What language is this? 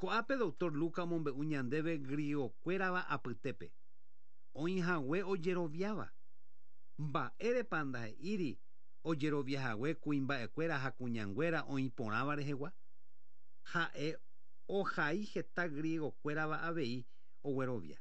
Guarani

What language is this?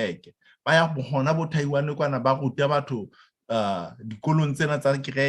Southern Sotho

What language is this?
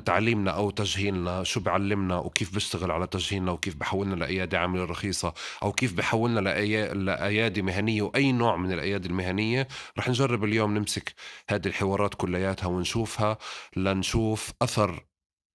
North Levantine Arabic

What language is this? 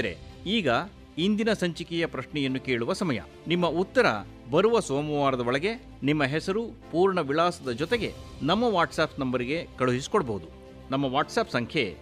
Kannada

